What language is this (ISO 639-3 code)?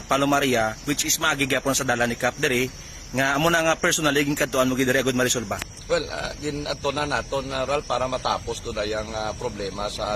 hil